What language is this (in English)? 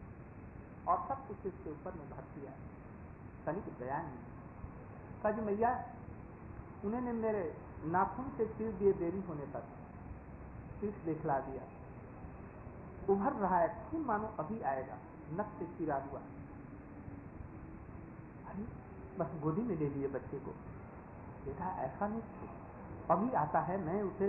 Hindi